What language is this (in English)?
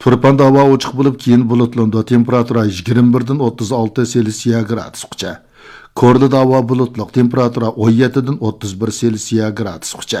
Uyghur